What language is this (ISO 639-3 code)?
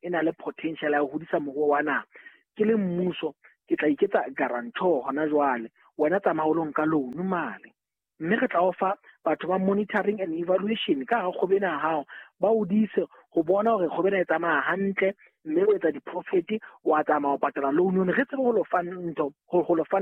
sot